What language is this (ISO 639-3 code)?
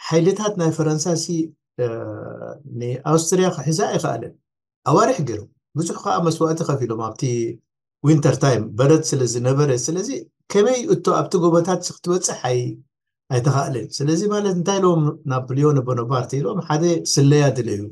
tir